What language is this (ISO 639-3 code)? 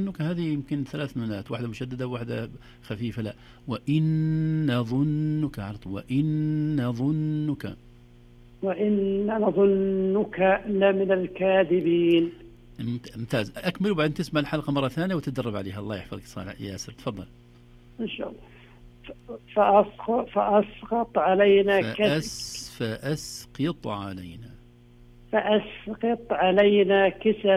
ars